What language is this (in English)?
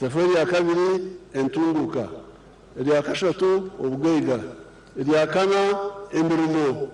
Nyankole